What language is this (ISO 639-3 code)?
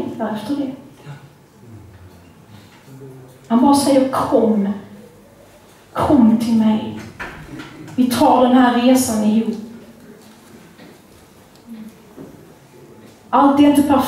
swe